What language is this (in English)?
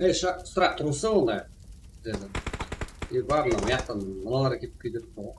Kara-Kalpak